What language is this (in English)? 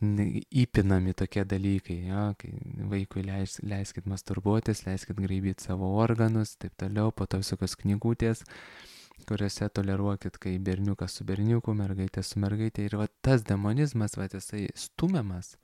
Lithuanian